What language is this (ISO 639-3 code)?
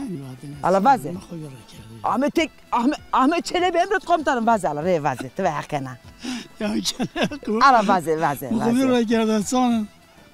zza